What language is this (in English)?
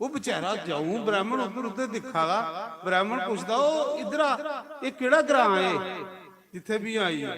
Dogri